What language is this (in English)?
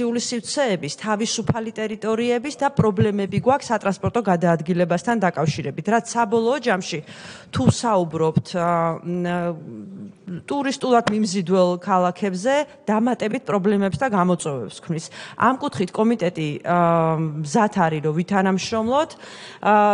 Georgian